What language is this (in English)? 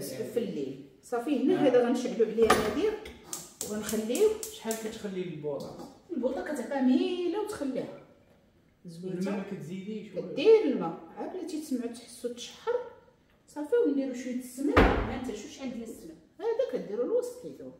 Moroccan Arabic